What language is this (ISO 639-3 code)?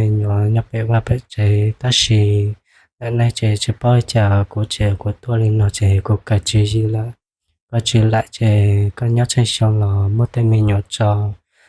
hmn